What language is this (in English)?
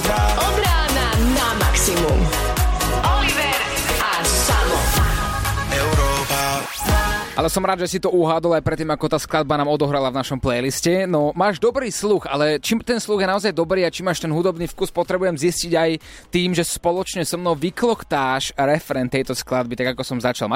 Slovak